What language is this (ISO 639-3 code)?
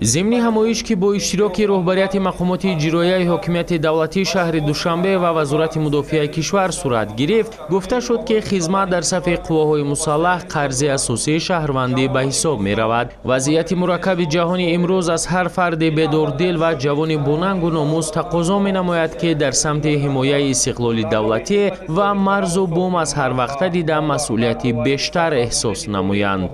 tgk